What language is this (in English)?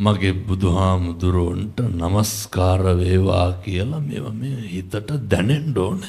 Sinhala